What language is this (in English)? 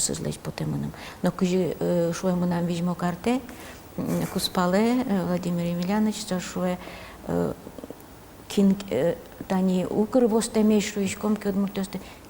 Udmurt